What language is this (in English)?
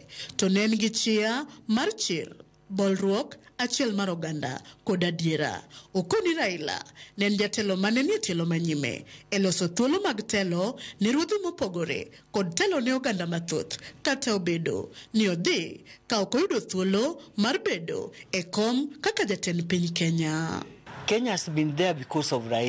Luo (Kenya and Tanzania)